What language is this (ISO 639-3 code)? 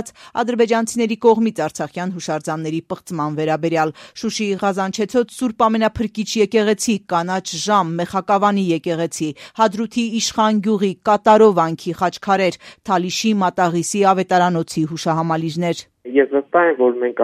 hye